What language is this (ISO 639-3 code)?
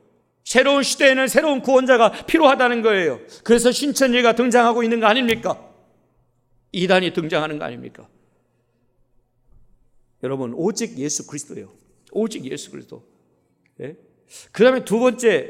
kor